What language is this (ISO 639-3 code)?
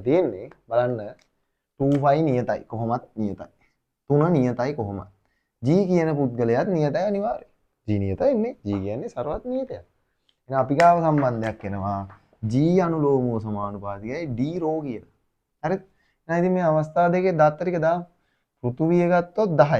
sin